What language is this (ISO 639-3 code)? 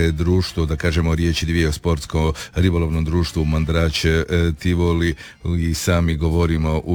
hrv